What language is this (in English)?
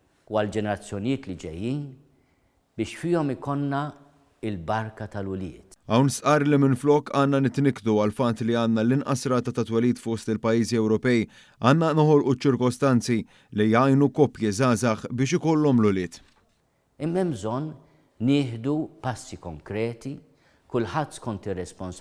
Maltese